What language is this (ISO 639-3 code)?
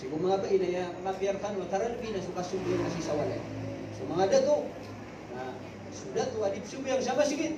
mrw